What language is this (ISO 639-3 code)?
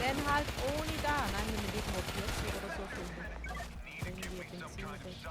gsw